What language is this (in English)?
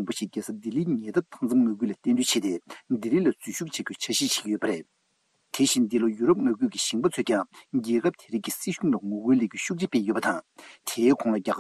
Tibetan